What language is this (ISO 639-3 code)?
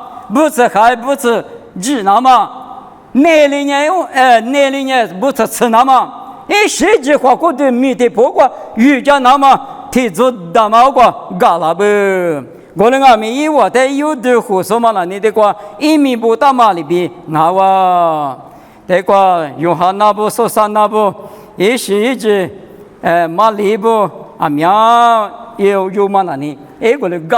lis